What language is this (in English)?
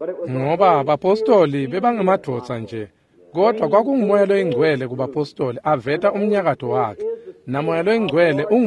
Swati